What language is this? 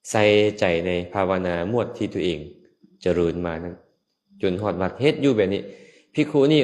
Lao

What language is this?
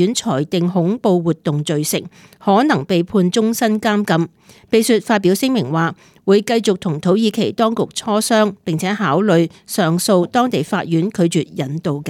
Cantonese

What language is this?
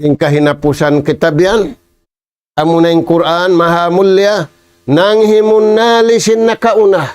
Tausug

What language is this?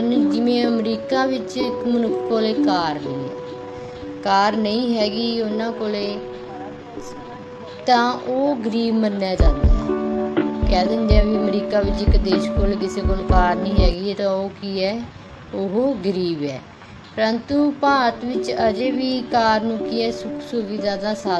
Punjabi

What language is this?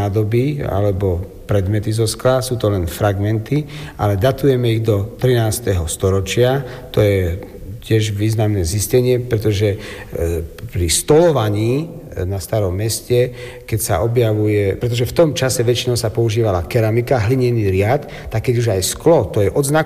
Slovak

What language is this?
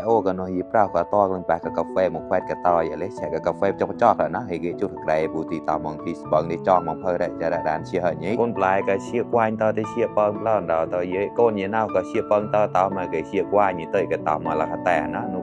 Mon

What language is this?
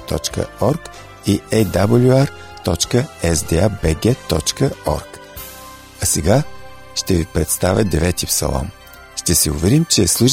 Bulgarian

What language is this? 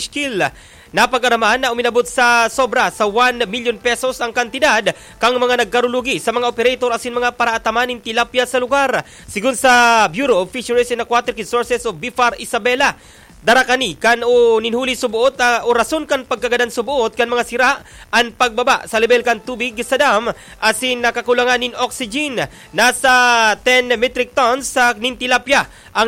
Bikol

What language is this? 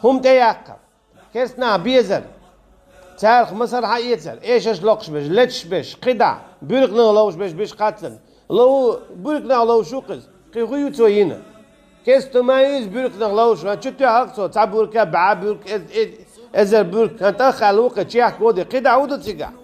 Chechen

